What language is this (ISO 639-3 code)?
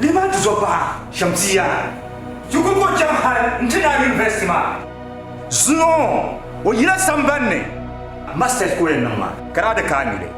dag